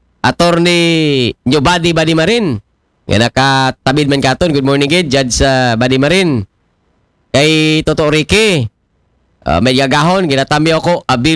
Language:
Aklanon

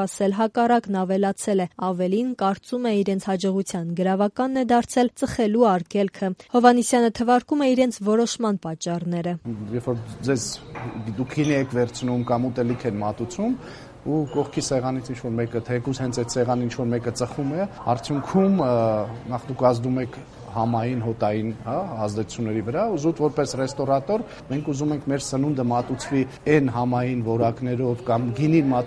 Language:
Armenian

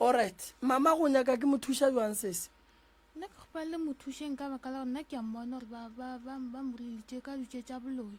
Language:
Northern Sotho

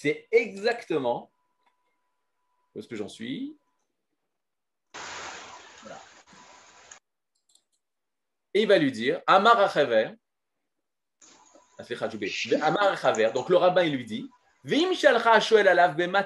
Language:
French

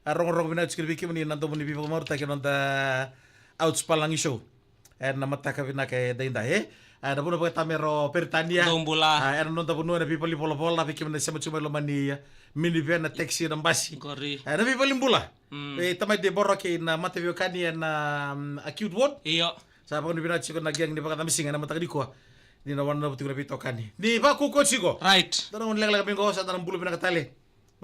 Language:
Fijian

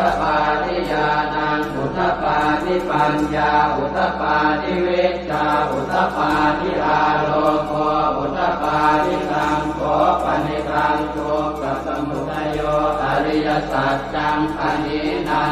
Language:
Pali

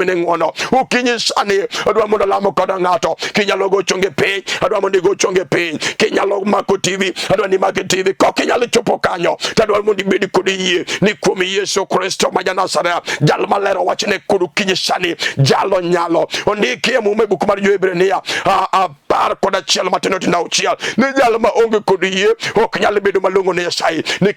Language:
Luo (Kenya and Tanzania)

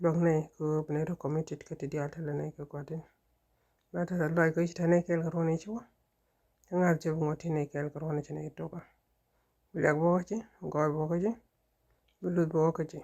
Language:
Nuer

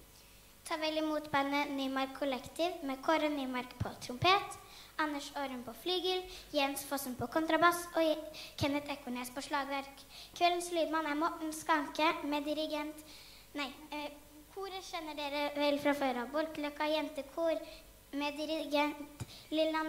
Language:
Norwegian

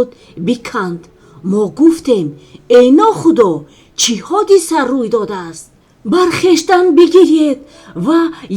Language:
Tajik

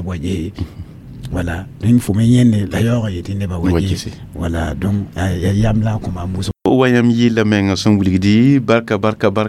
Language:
Mossi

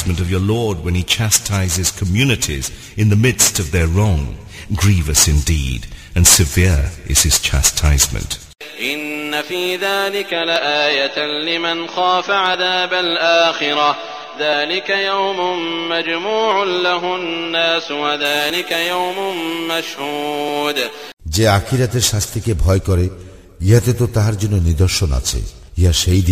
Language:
Bangla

